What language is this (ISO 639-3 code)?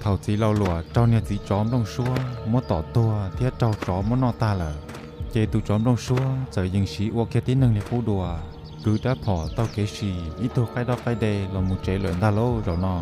hmn